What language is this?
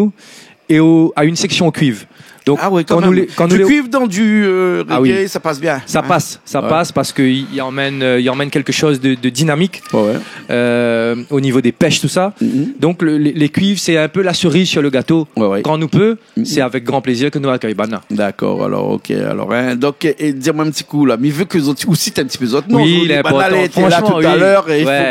Réunion Creole French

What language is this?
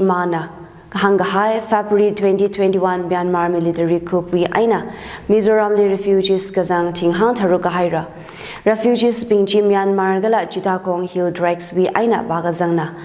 Tangkhul Naga (India)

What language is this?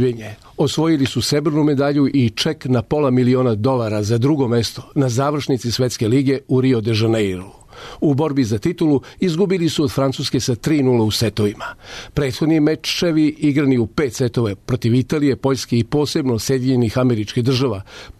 Serbian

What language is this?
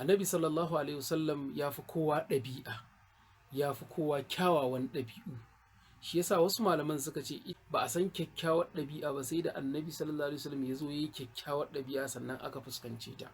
Hausa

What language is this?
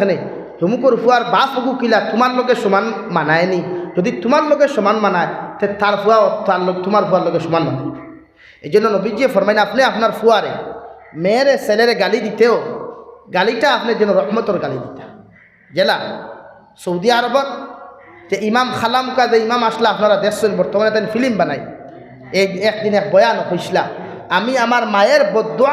Sylheti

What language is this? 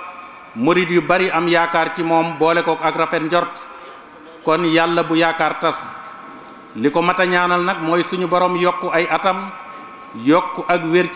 Wolof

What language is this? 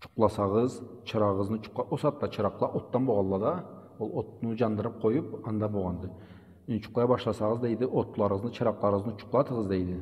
Karachay-Balkar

